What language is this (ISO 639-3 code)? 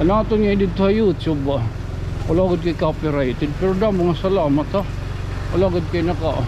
war